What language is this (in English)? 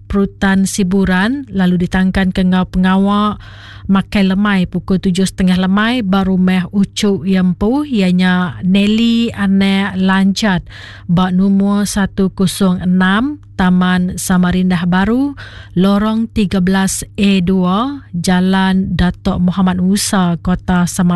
Iban